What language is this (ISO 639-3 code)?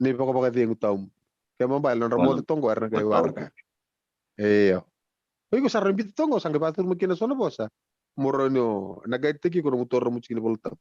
fij